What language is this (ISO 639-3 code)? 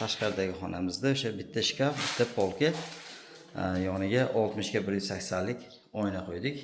uzb